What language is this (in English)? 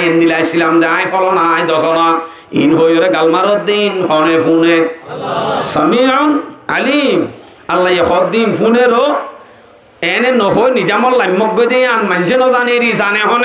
Rohingya